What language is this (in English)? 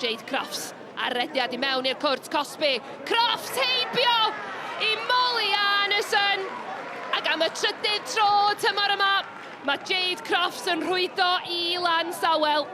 Welsh